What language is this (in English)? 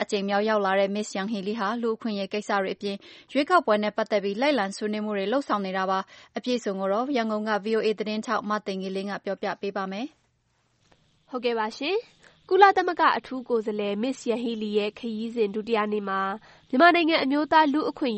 Burmese